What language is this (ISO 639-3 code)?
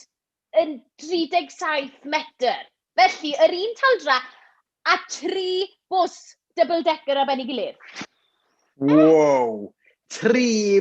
cym